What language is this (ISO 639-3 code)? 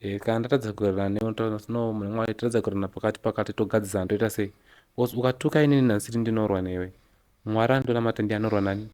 sna